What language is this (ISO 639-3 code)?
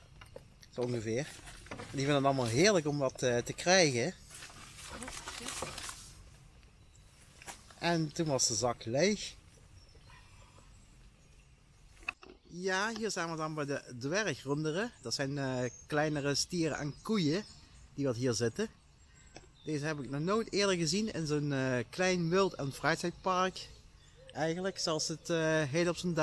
nld